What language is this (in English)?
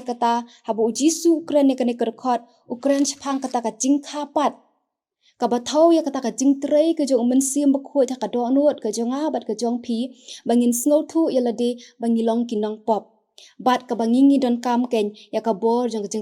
Khasi